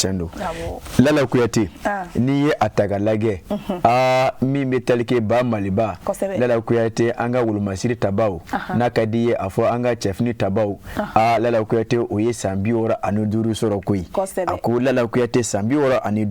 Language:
Bambara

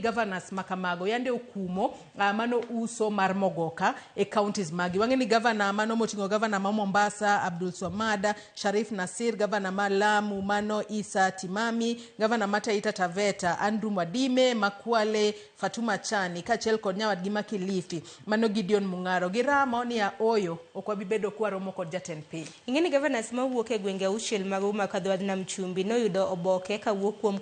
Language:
Luo (Kenya and Tanzania)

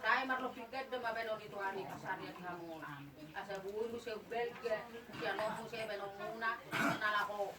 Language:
Batak Toba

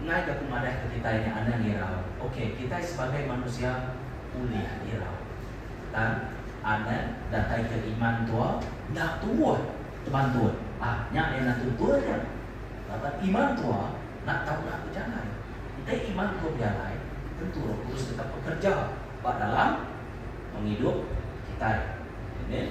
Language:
Iban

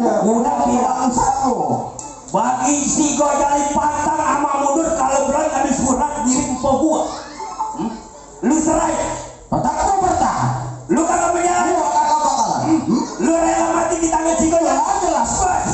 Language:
Betawi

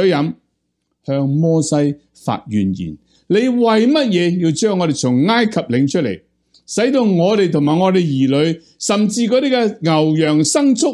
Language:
Cantonese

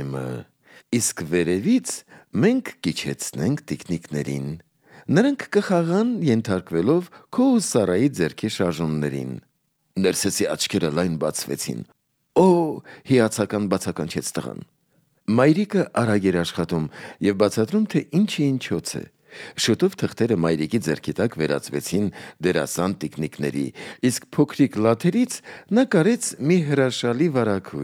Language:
Armenian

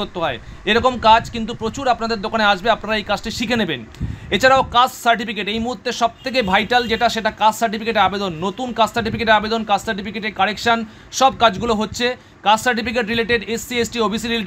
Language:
Bangla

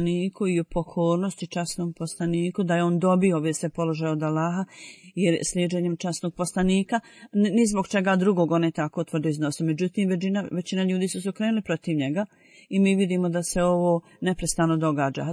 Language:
Bosnian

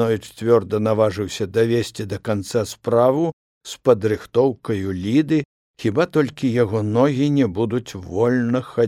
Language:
Belarusian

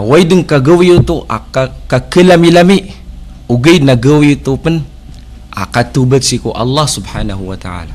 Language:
Maranao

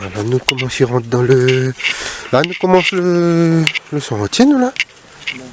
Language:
Réunion Creole French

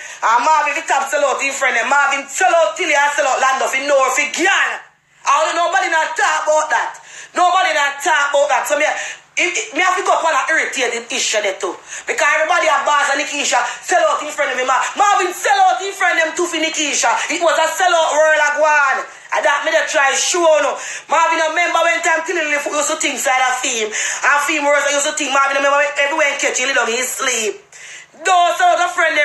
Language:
Jamaican Creole English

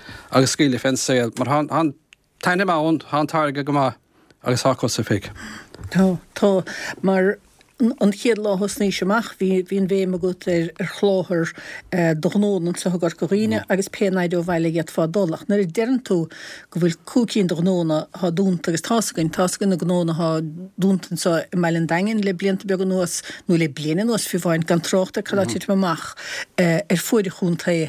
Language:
Irish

